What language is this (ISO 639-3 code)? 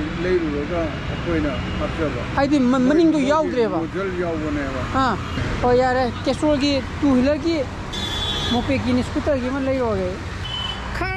mni